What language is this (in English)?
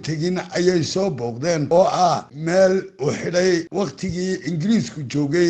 Somali